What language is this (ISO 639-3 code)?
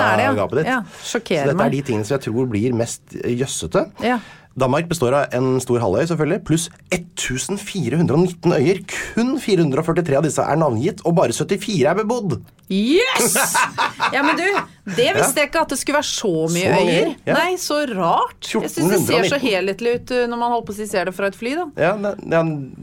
nor